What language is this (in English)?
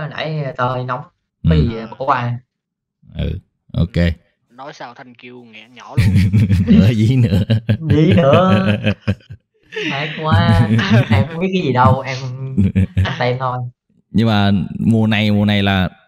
Vietnamese